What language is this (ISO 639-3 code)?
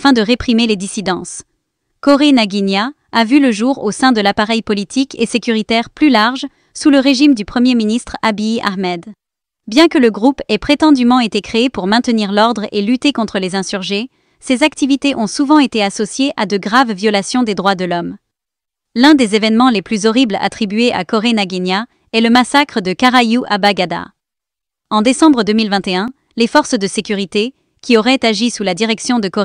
fra